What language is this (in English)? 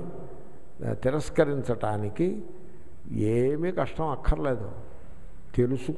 Telugu